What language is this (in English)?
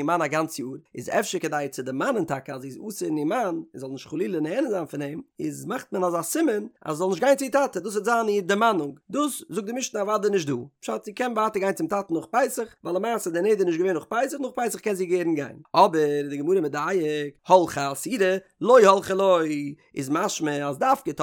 Yiddish